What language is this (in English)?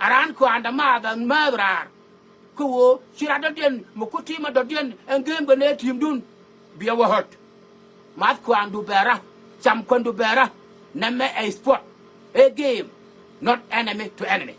Nuer